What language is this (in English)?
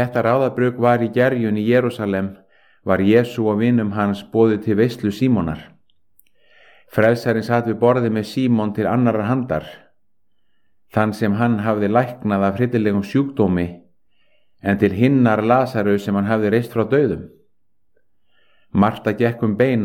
Icelandic